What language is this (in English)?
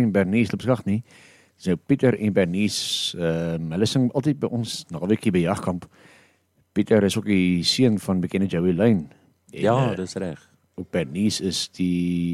Afrikaans